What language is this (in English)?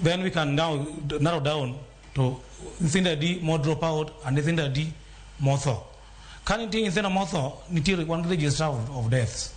Luo (Kenya and Tanzania)